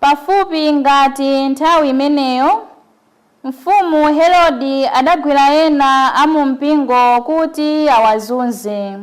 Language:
Nyanja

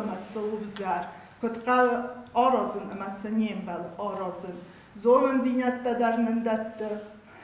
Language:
Ossetic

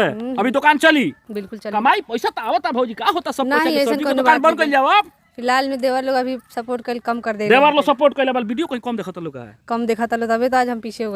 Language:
Bhojpuri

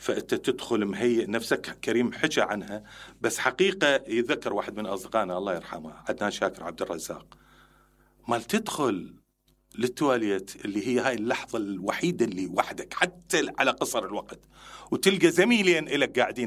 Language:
Mesopotamian Arabic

